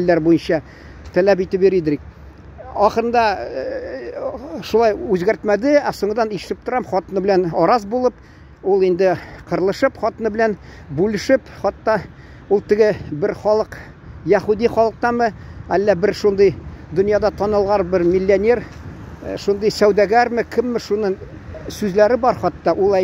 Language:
Tatar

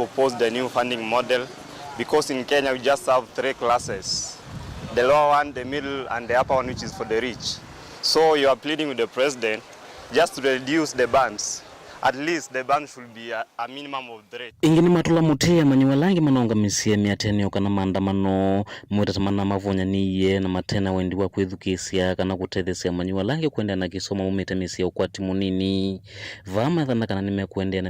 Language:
Kamba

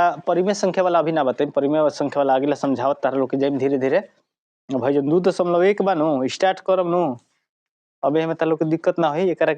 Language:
Bhojpuri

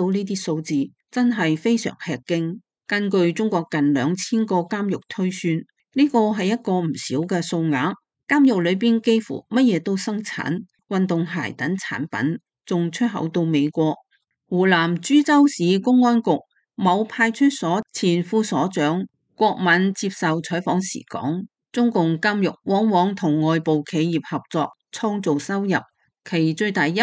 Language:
Cantonese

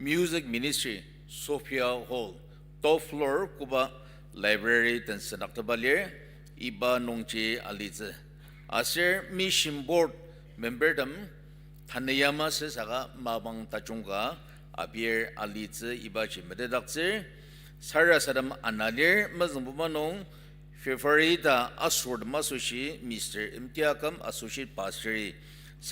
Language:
Ao Naga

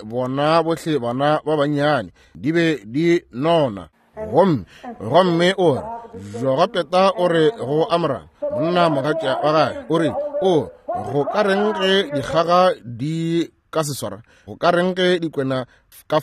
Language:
Northern Sotho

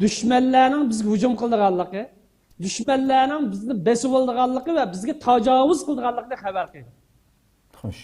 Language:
Uyghur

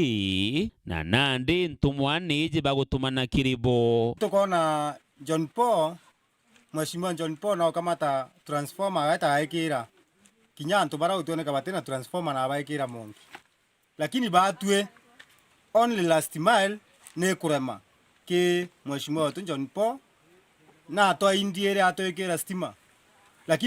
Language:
Meru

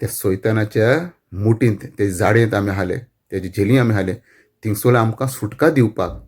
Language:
Konkani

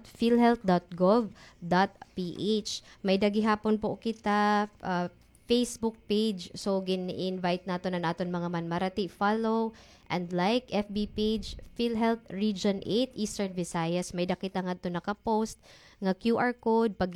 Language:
Waray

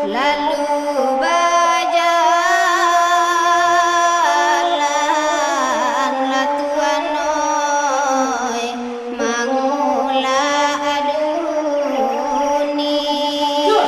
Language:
Minangkabau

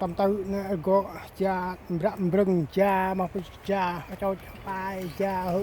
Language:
Central Mnong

